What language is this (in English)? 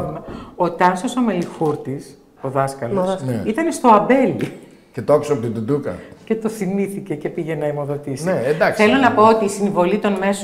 Greek